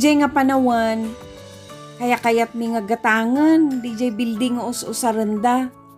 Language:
Iloko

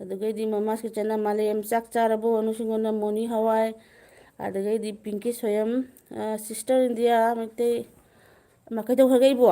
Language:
Manipuri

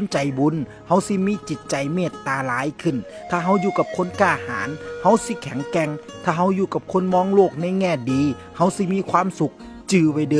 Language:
Northeastern Thai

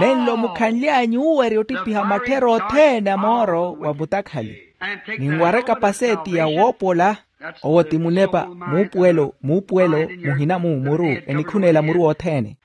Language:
Makhuwa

